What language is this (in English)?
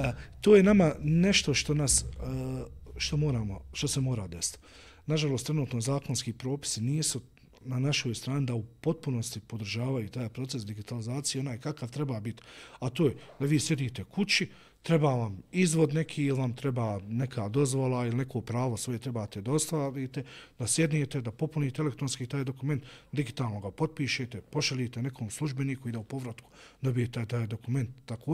Bosnian